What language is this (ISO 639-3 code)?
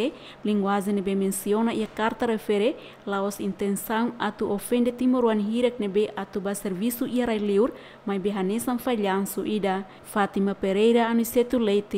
tet